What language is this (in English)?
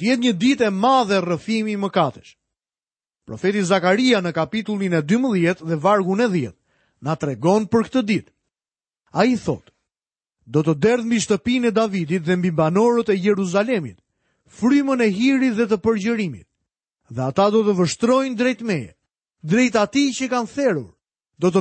Albanian